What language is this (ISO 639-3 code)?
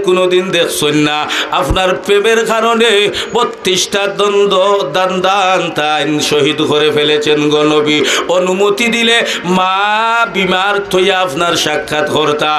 syl